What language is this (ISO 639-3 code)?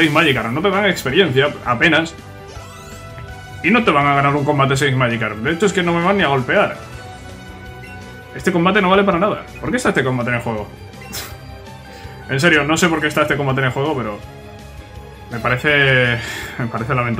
spa